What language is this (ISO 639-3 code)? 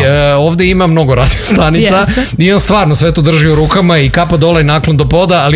srp